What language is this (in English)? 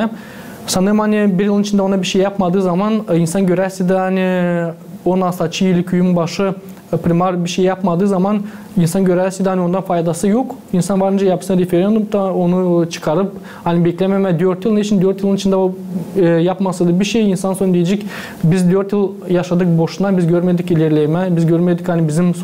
Gagauz